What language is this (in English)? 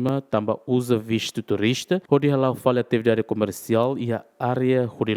Tetum